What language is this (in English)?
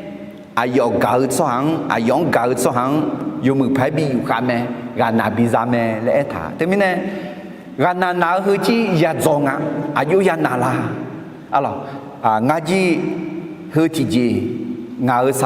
Akha